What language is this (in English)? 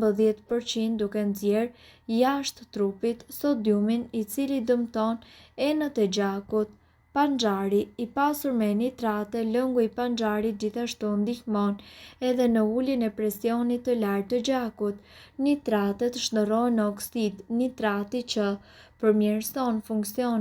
Albanian